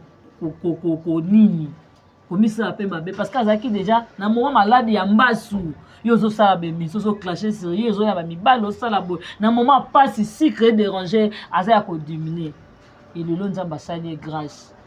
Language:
Lingala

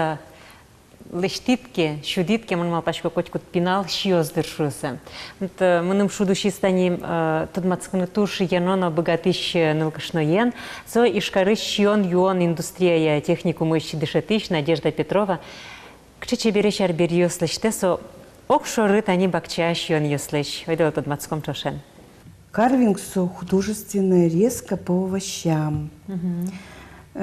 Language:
Udmurt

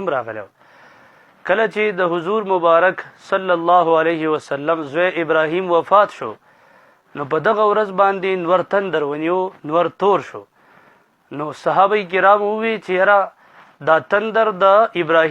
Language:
Pashto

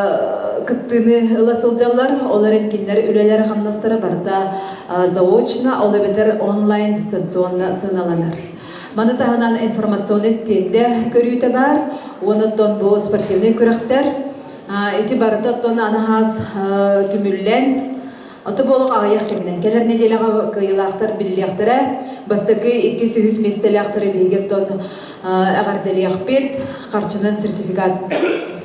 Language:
Yakut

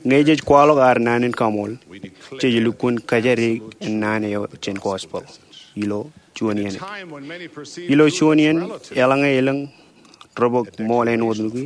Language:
Marshallese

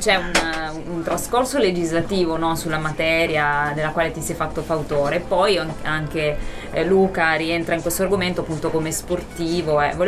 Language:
Italian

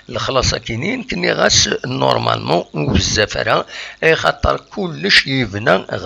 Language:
Kabyle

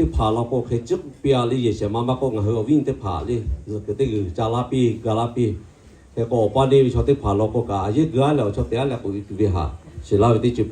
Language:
Lahu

